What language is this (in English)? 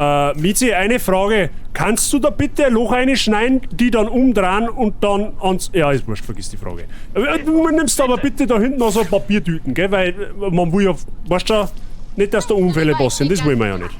Bavarian